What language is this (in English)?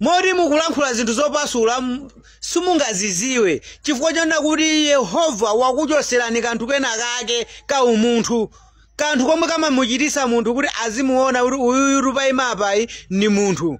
Nyanja